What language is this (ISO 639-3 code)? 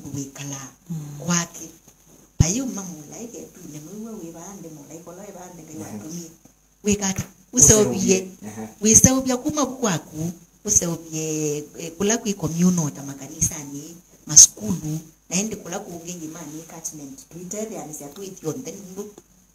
kam